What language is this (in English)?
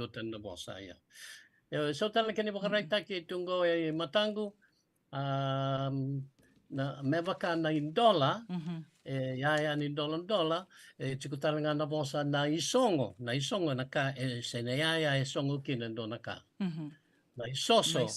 Fijian